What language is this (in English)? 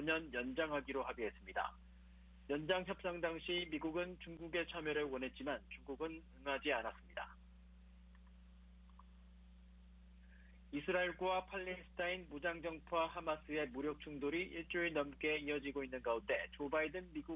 Korean